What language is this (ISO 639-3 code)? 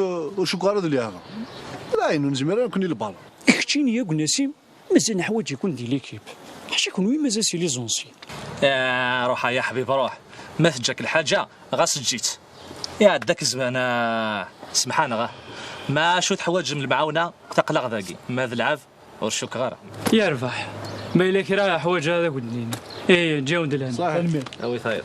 kab